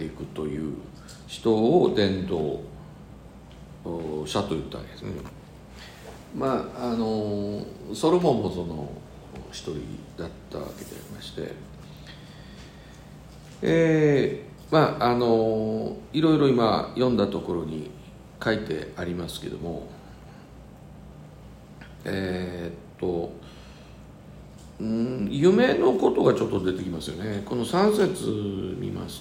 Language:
Japanese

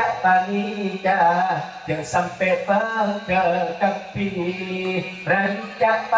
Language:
Madurese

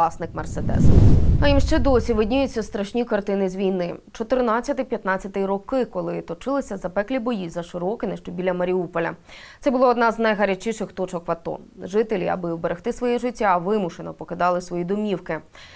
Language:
Ukrainian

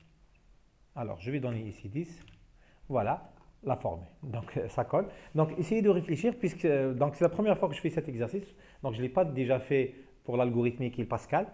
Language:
French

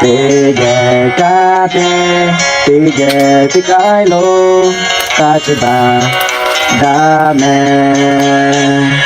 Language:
Lahu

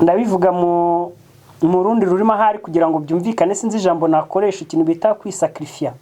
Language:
Kinyarwanda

